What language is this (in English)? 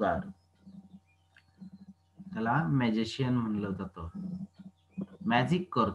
Marathi